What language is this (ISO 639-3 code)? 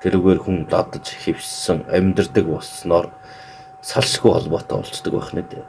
mon